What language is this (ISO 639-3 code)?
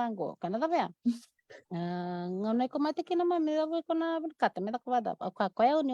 fij